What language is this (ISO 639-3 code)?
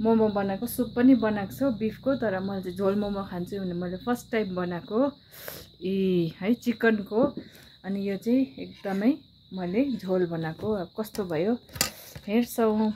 nep